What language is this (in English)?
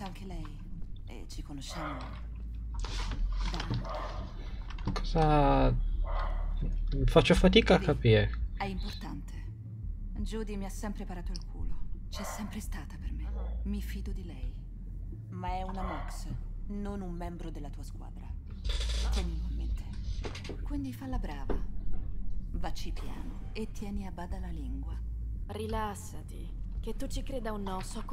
Italian